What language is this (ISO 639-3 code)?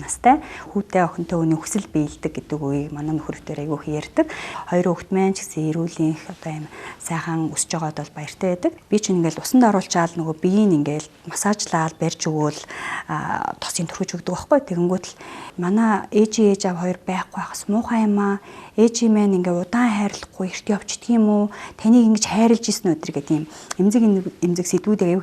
mon